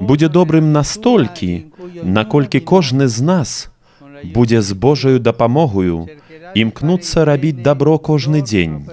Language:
Belarusian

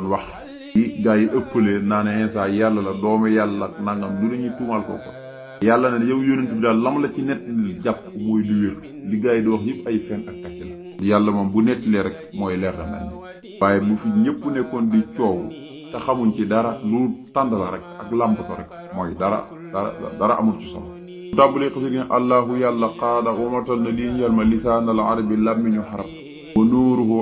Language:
Wolof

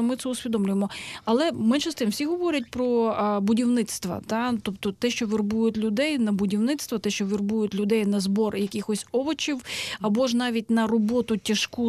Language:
Ukrainian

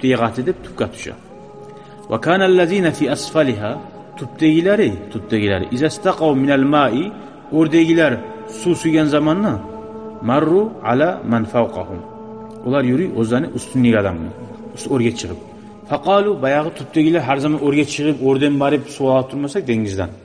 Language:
Kumyk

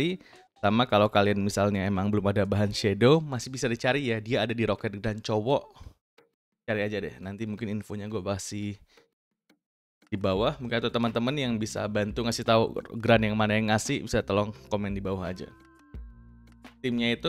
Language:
Indonesian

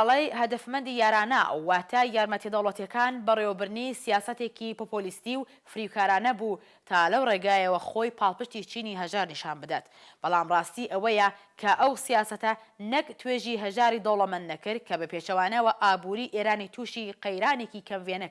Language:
Central Kurdish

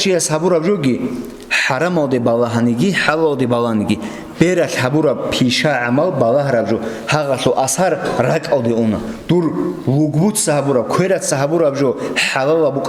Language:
Avaric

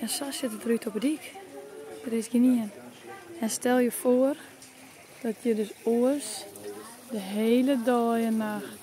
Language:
Western Frisian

